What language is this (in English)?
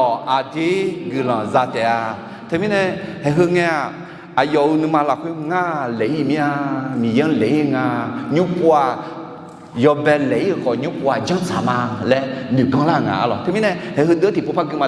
Akha